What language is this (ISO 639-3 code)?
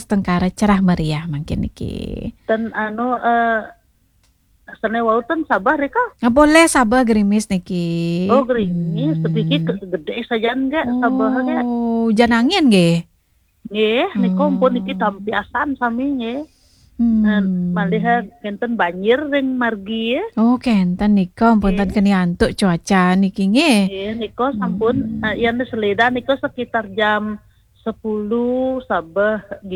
ban